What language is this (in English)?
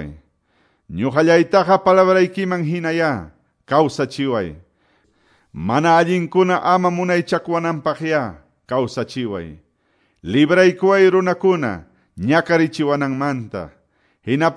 Quechua